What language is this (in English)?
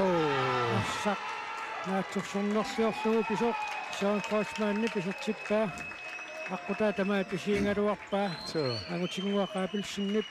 Kalaallisut